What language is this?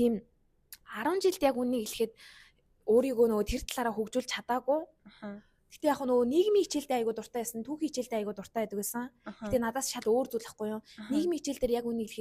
Mongolian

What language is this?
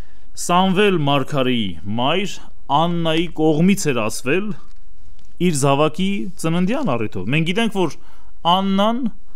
Armenian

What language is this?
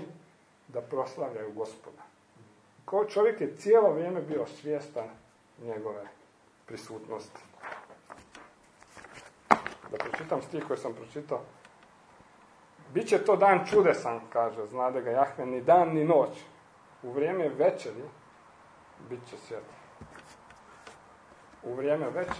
Croatian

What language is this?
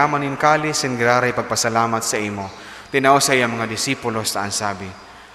Bikol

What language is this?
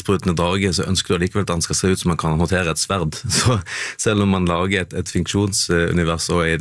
Norwegian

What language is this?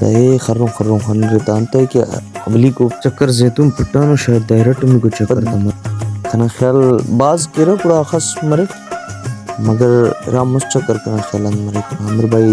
Brahui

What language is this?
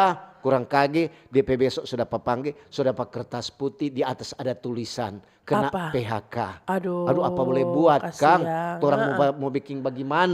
Manado Malay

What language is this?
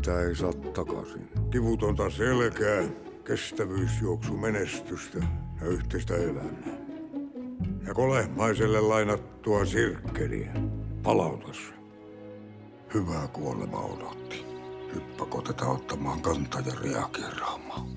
Finnish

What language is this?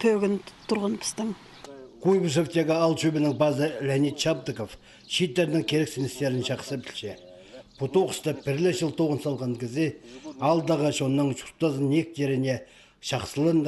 Khakas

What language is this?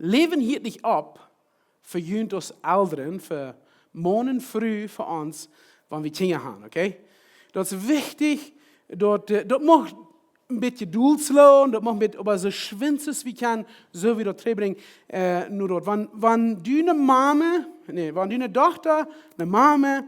Plautdietsch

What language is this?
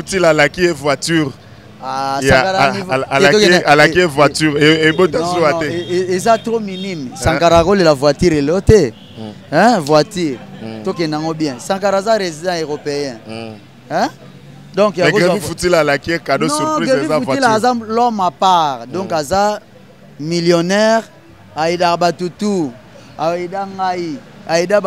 Lingala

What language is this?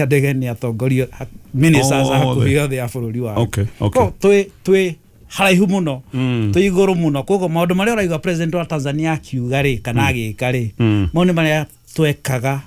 Kikuyu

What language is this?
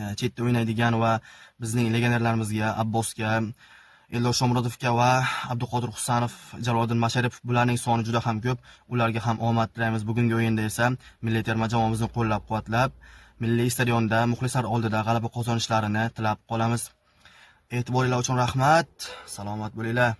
Uzbek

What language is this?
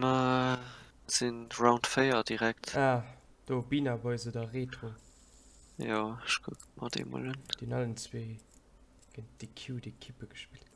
Luxembourgish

